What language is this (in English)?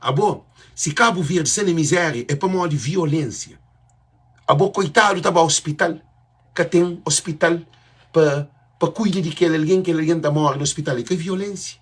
Kabuverdianu